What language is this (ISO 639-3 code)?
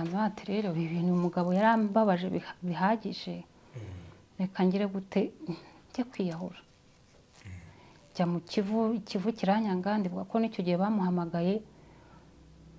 kin